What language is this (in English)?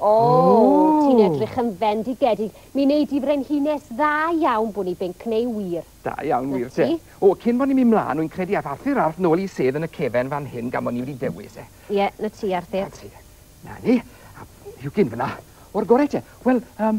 Welsh